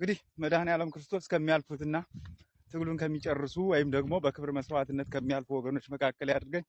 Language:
Amharic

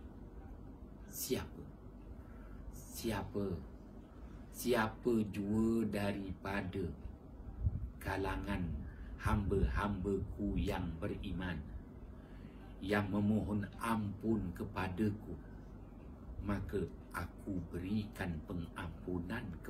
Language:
Malay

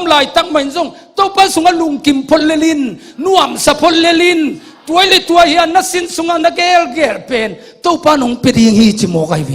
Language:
Tedim Chin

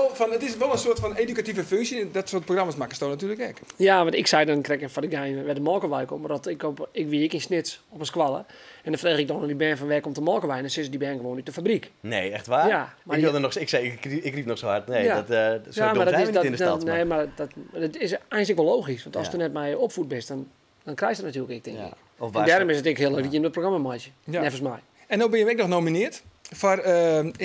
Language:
Western Frisian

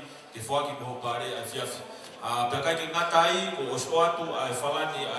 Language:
Tongan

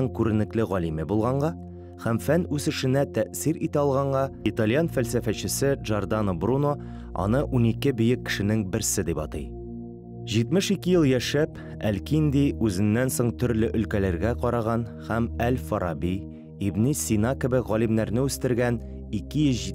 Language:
Tatar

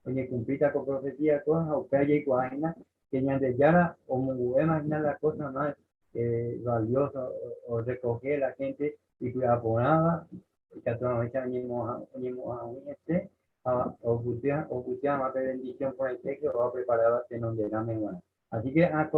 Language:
Guarani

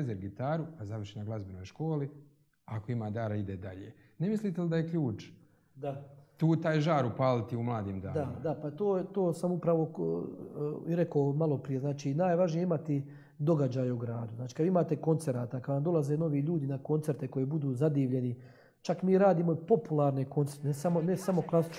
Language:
Croatian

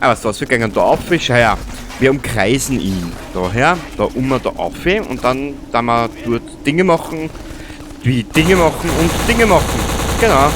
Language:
Bavarian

